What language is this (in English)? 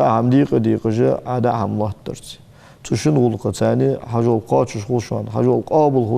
Ingush